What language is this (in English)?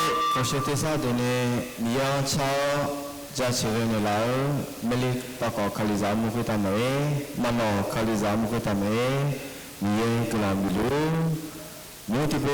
Akha